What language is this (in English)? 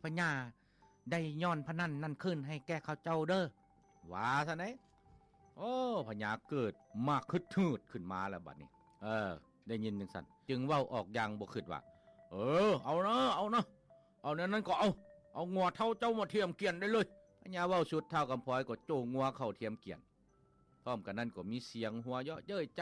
Lao